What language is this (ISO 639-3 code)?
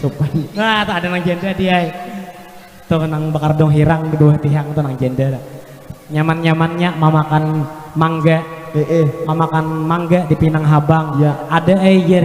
bjn